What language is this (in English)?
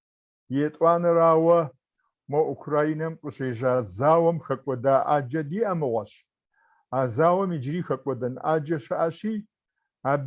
Kabardian